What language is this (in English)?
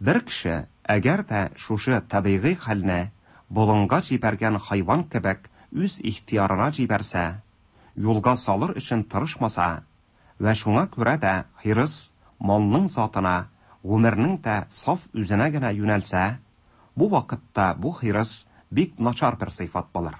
Tatar